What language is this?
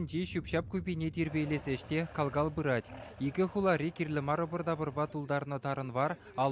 Chuvash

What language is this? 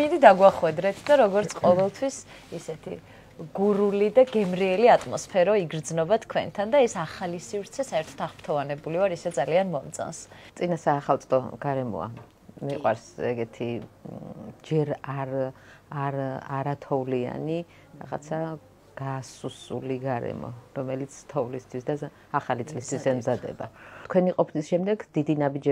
Georgian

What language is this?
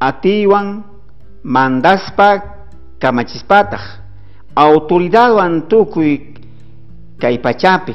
South Bolivian Quechua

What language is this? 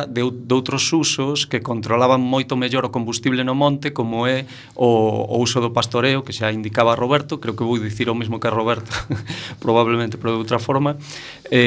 Galician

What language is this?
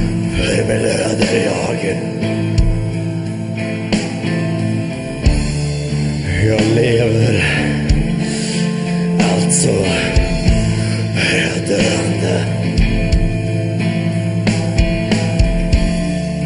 Swedish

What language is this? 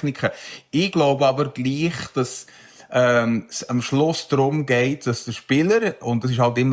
Swiss German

